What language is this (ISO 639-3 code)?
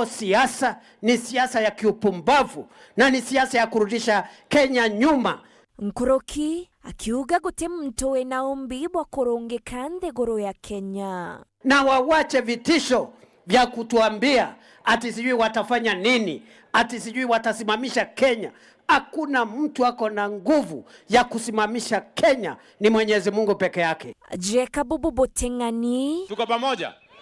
mer